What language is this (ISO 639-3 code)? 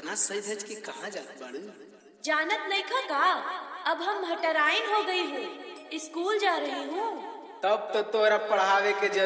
bho